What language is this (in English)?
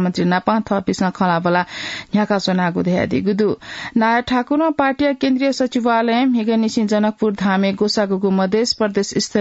Newari